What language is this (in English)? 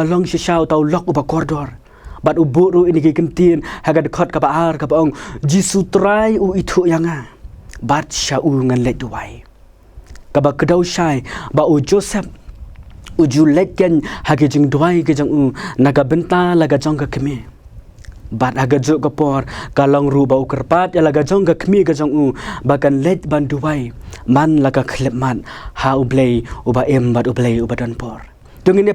Khasi